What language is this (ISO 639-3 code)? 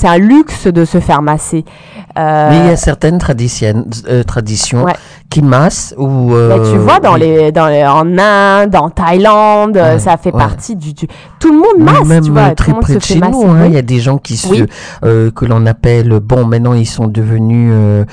fra